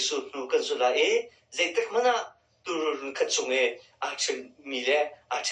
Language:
Hakha Chin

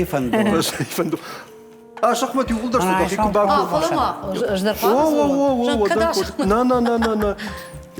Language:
Ossetic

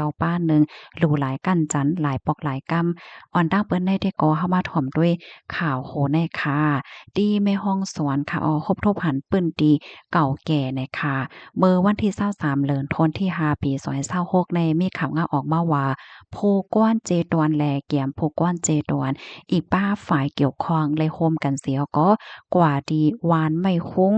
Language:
Shan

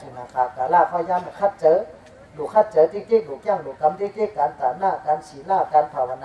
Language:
Shan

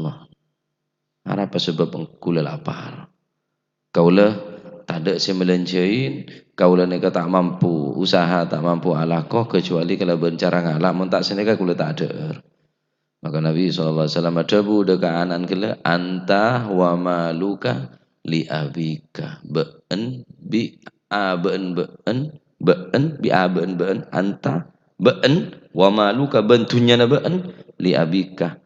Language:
Madurese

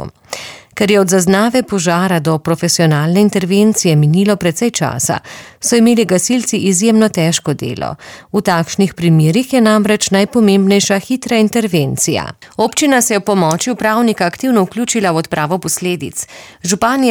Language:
Slovenian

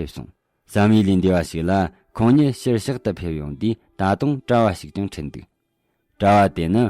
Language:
Tibetan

